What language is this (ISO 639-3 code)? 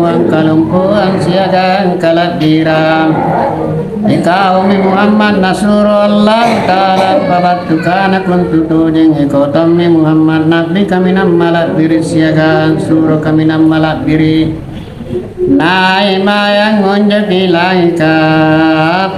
mak